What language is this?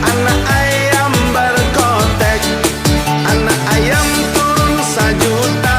Minangkabau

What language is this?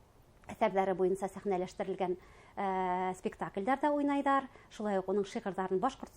Bashkir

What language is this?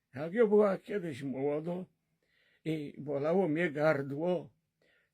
Silesian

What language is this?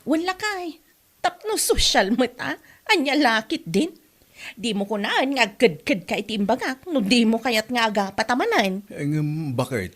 Iloko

